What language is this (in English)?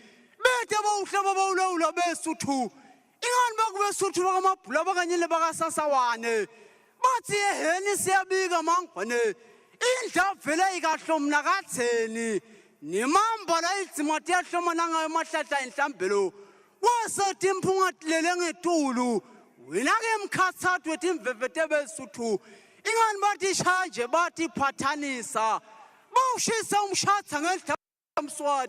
Swati